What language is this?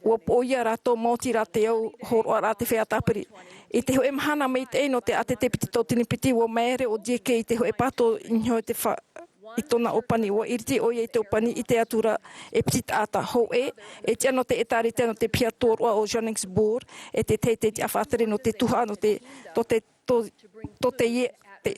Tahitian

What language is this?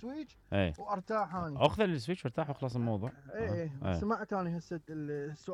Mesopotamian Arabic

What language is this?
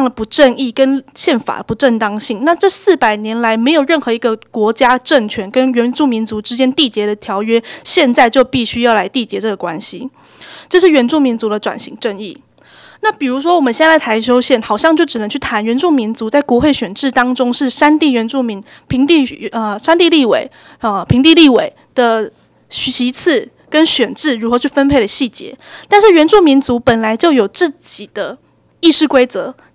Chinese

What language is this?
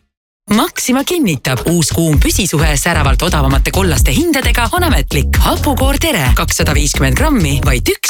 Estonian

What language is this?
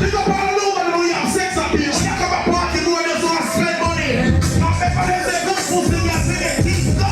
Jamaican Creole English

